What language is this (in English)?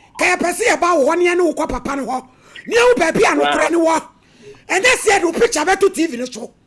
Akan